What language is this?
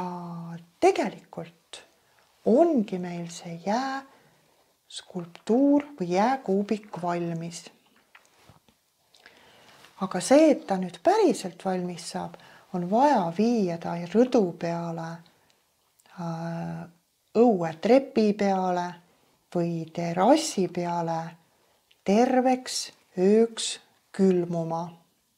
Estonian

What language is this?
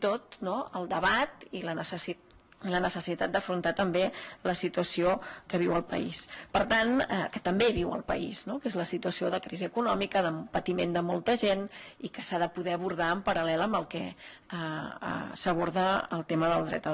Catalan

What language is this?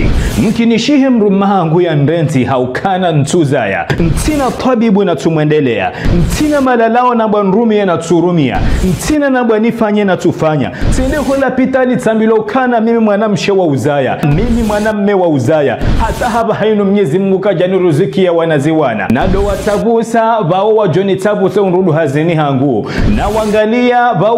Ngazidja Comorian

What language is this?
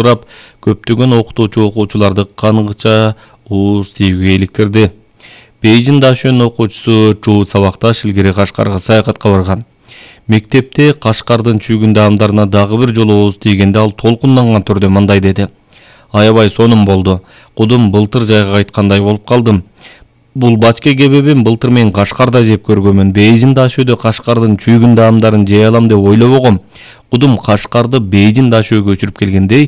Kyrgyz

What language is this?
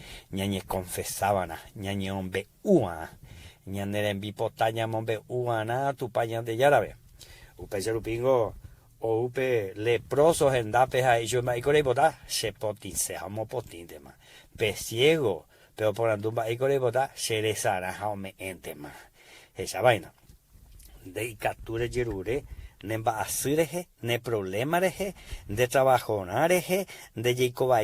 Guarani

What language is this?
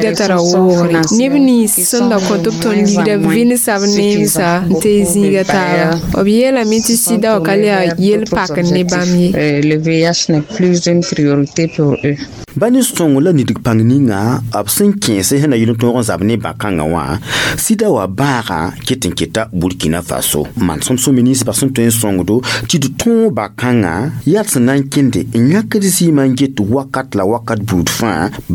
Mossi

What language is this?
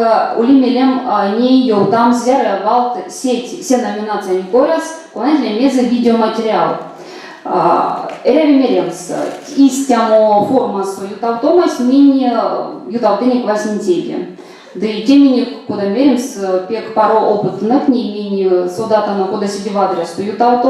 Erzya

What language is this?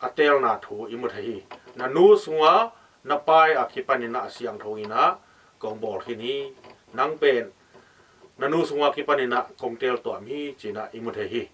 Tedim Chin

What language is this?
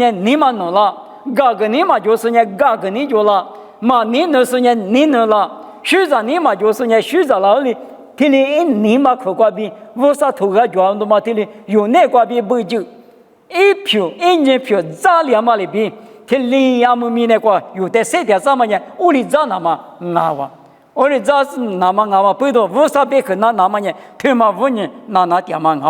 Lisu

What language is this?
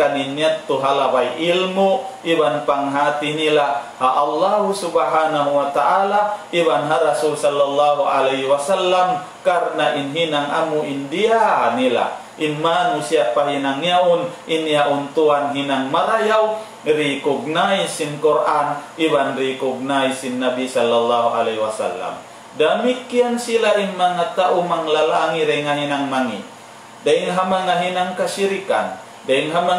Tausug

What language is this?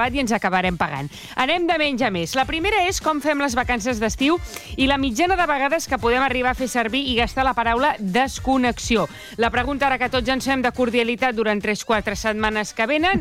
Catalan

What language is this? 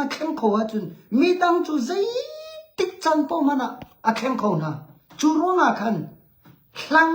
Hakha Chin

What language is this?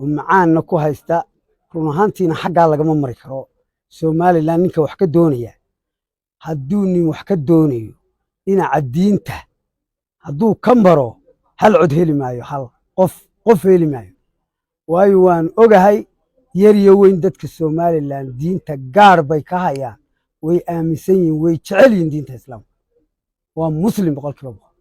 Somali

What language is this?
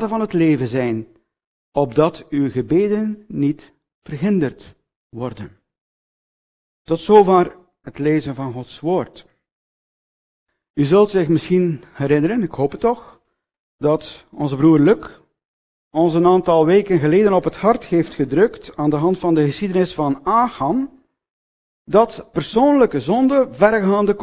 Dutch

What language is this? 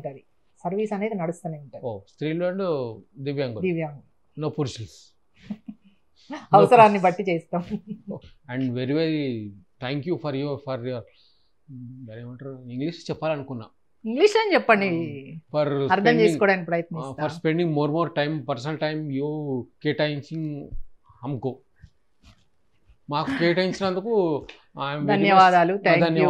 Telugu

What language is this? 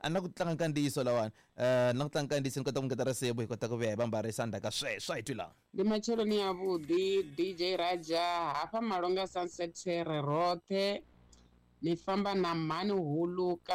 Tsonga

